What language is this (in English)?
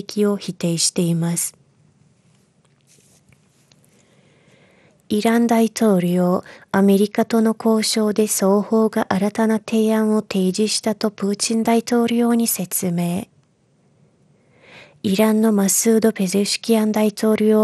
Japanese